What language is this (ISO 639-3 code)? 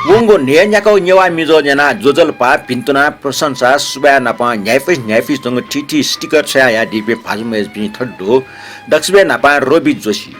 new